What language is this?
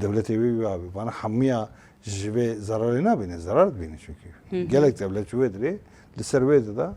Kurdish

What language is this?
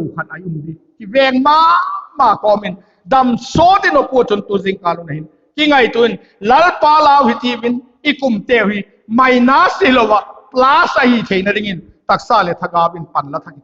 Vaiphei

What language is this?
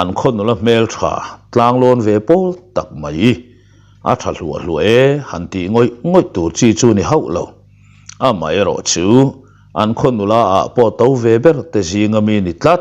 Mizo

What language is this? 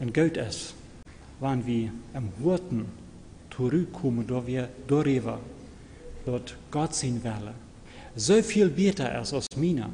Plautdietsch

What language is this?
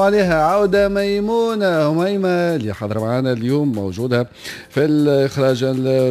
Tunisian Arabic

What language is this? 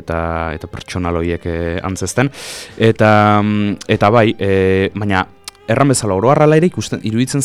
Basque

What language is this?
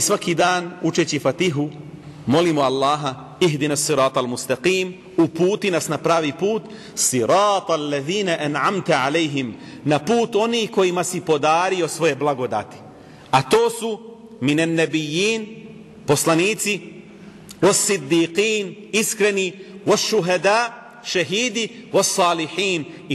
Bosnian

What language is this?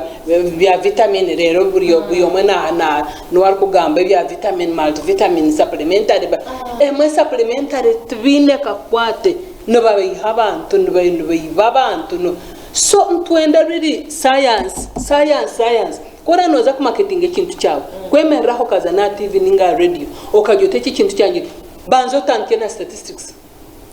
Nyankole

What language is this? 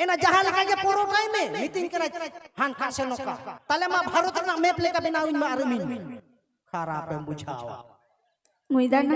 Santali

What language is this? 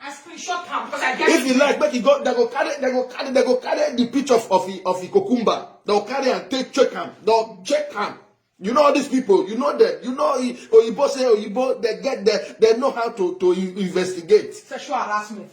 Nigerian Pidgin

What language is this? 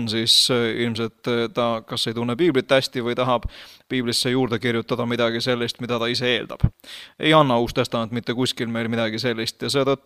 Estonian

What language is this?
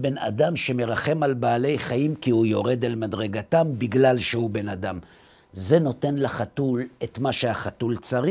Hebrew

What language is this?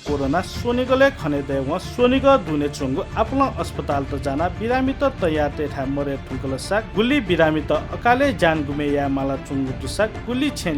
Newari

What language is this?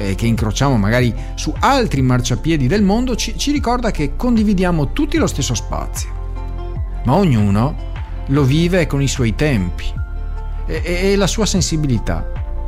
Italian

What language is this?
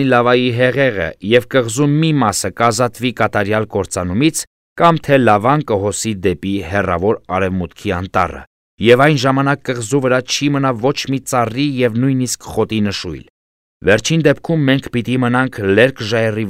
Armenian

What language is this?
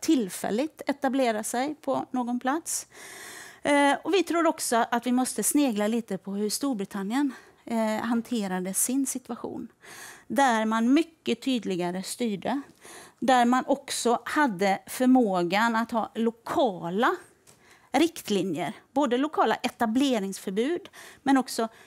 Swedish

